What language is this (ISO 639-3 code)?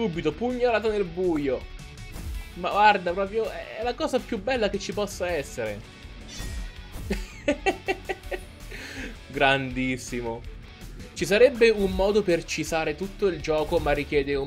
ita